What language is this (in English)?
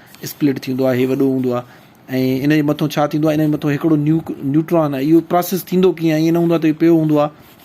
Sindhi